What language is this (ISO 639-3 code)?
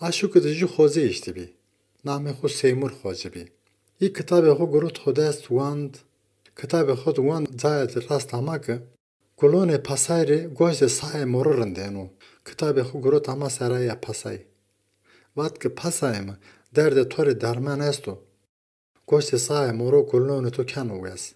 zza